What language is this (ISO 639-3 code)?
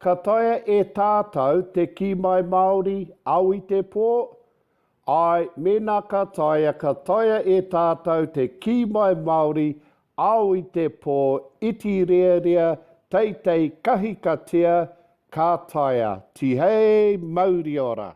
mri